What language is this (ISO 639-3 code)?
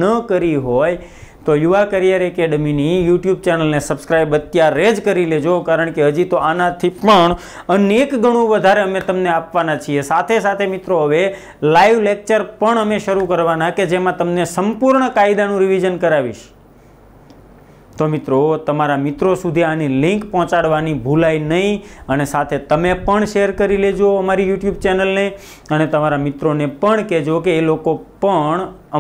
guj